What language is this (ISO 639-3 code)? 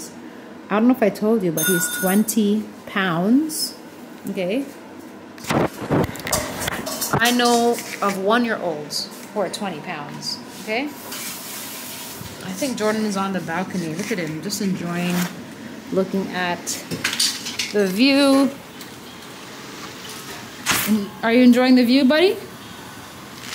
eng